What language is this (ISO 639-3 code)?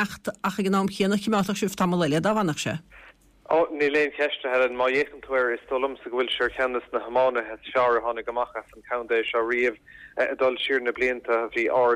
gle